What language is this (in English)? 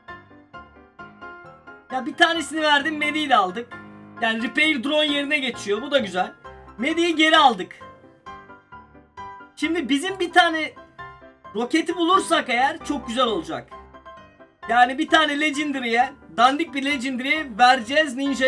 Turkish